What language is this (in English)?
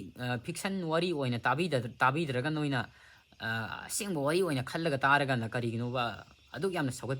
Manipuri